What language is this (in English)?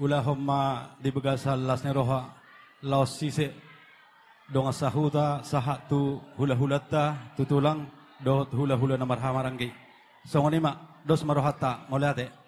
Batak Toba